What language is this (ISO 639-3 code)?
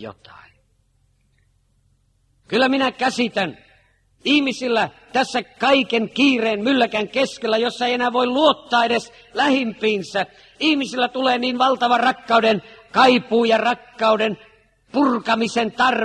fin